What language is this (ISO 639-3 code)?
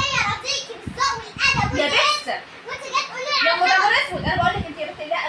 arz